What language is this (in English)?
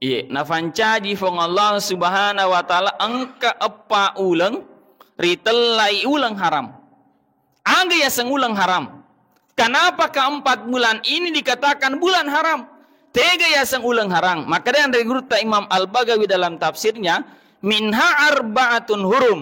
Buginese